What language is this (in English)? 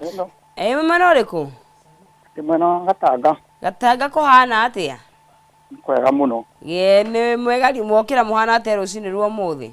Kikuyu